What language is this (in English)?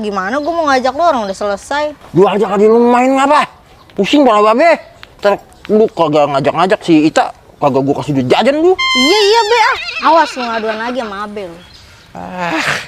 Betawi